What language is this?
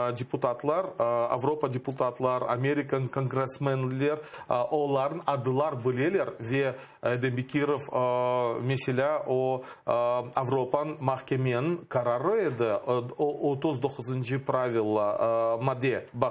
Crimean Tatar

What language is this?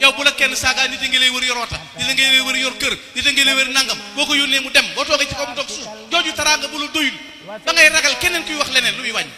Wolof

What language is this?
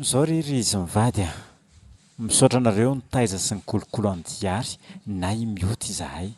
Malagasy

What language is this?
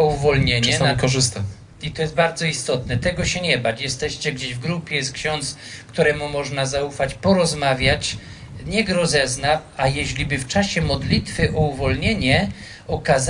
Polish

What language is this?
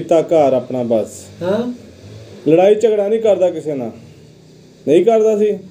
Punjabi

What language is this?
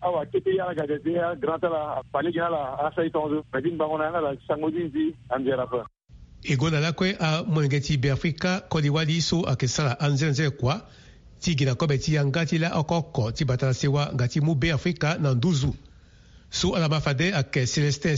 Sango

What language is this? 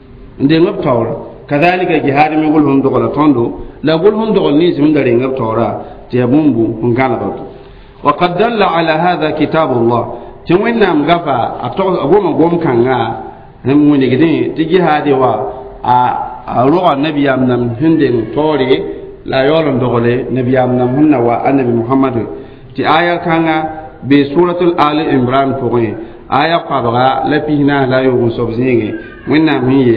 Mossi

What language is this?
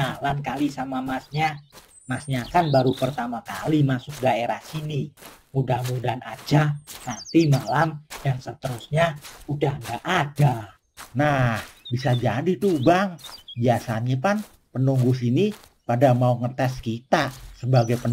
Betawi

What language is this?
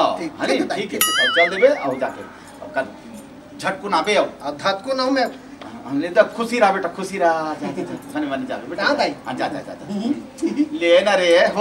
Chhattisgarhi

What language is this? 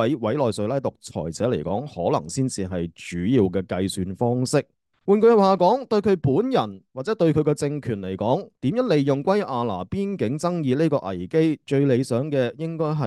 Cantonese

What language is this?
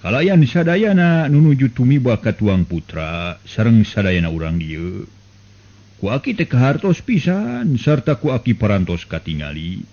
Sundanese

